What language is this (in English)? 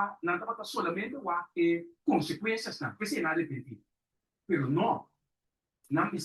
Papiamento